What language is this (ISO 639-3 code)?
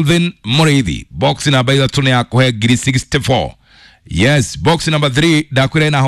kik